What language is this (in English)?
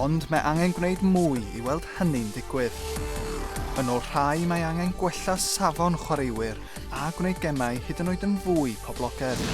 Welsh